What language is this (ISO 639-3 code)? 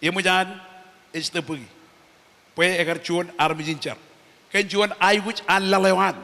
mah